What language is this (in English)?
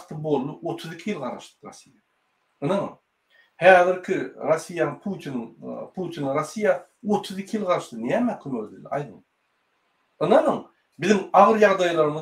Turkmen